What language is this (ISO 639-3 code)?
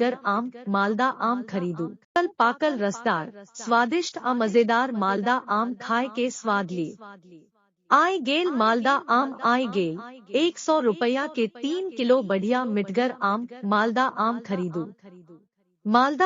mai